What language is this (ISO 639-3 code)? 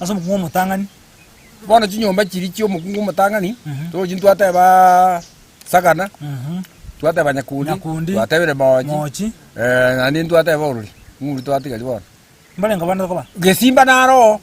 guz